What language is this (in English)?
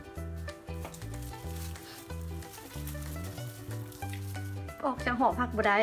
Lao